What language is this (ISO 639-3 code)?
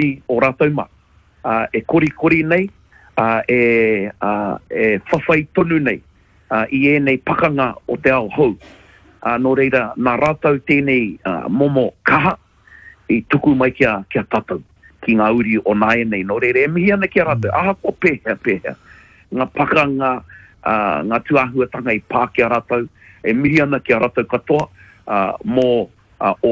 mri